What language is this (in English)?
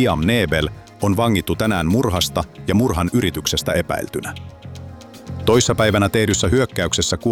Finnish